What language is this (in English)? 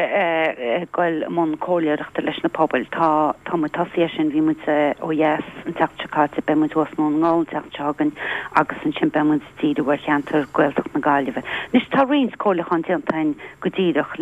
Irish